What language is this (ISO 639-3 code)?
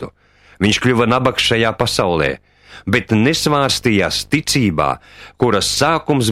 lav